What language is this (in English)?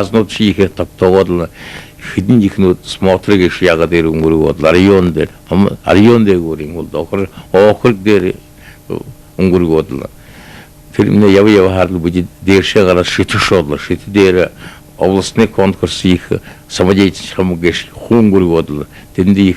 Buriat